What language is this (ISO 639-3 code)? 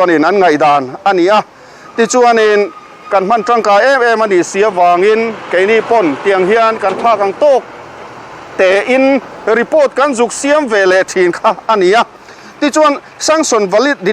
lus